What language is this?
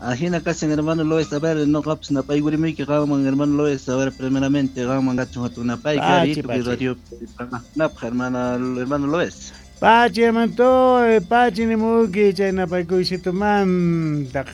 South Bolivian Quechua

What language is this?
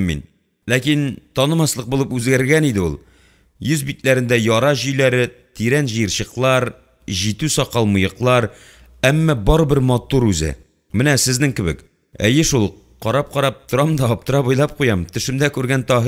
Tatar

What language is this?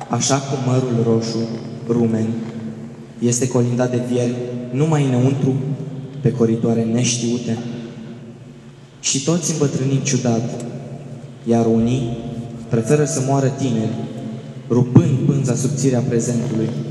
Romanian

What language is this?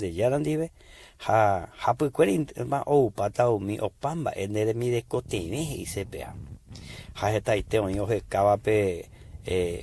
Guarani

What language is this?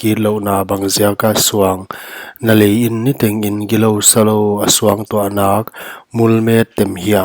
Paite Chin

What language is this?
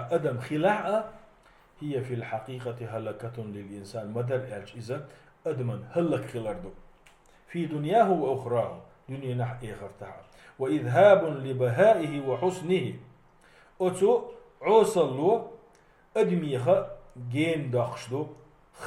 Chechen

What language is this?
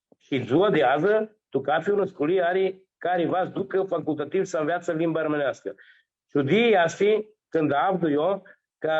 Aromanian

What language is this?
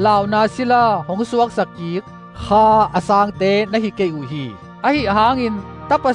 Tedim Chin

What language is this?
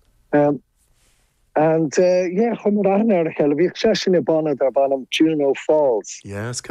Irish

